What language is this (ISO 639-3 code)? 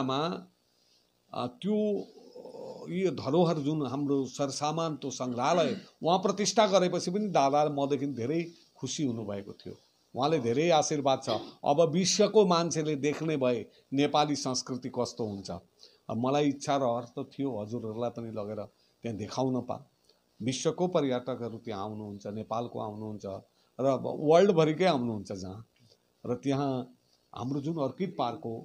nep